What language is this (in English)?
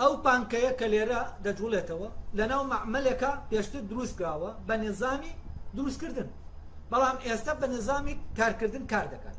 Central Kurdish